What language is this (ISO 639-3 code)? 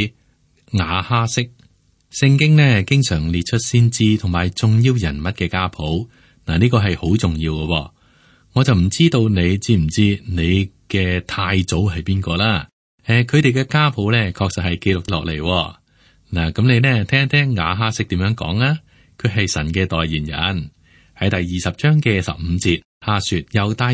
yue